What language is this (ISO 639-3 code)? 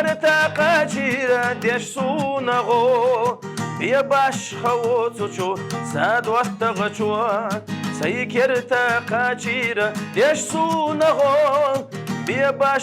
che